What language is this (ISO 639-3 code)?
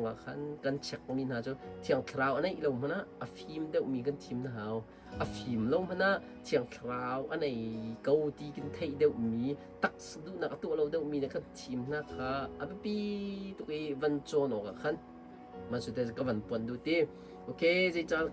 cnh